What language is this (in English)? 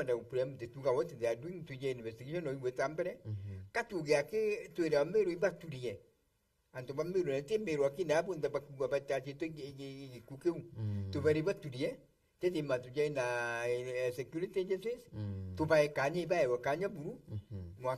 Meru